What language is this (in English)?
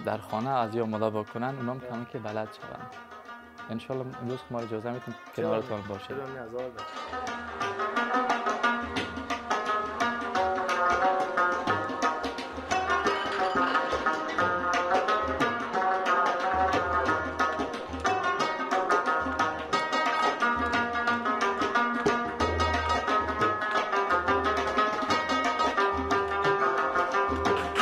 Persian